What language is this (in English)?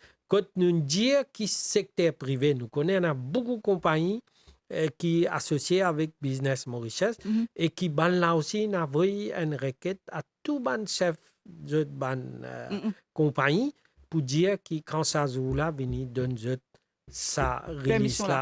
Morisyen